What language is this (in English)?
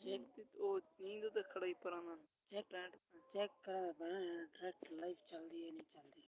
Saraiki